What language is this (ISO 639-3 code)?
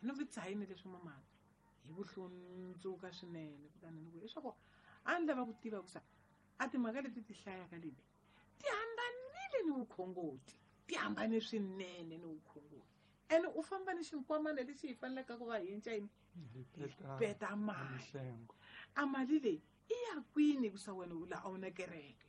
tso